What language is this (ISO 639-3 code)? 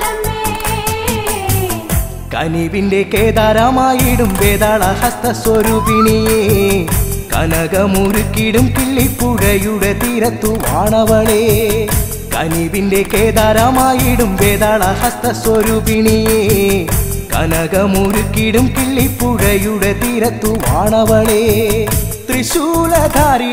mal